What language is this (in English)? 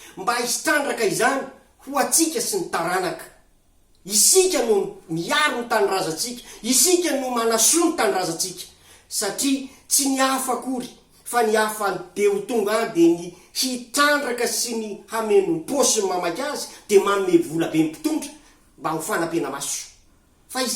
Malagasy